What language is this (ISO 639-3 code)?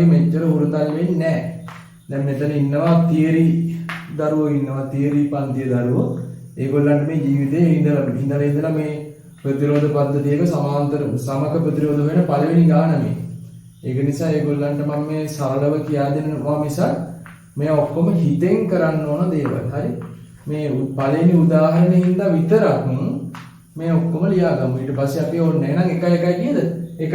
sin